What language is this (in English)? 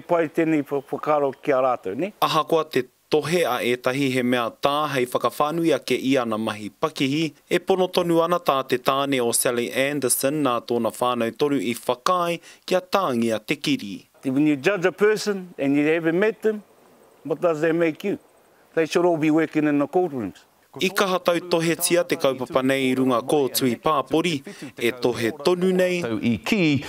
Māori